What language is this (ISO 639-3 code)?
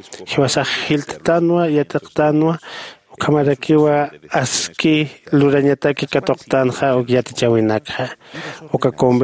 aym